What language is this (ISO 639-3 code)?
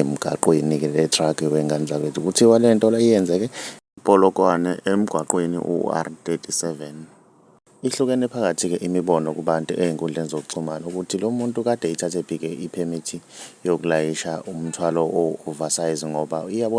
zul